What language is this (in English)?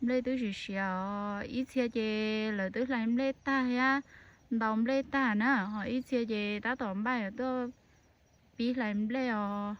Hmong